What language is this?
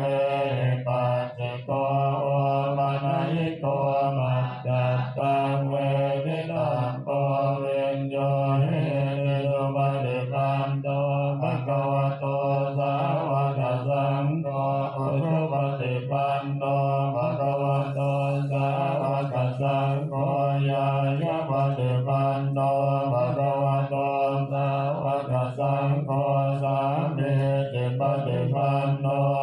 Pali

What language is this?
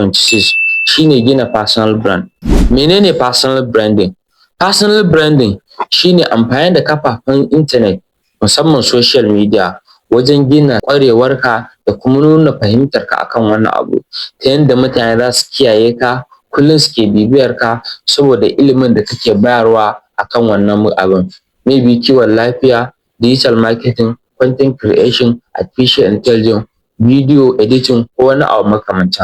Hausa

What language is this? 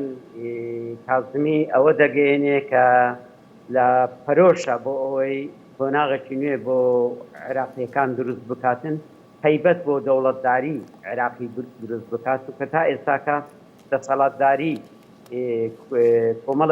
Central Kurdish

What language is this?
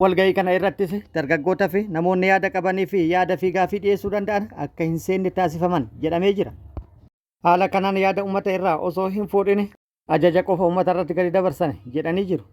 Oromo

